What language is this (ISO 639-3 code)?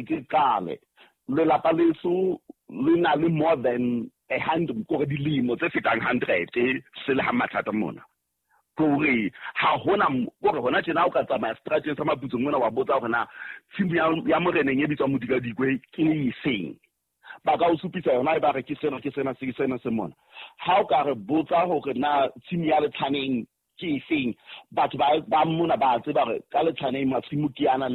sot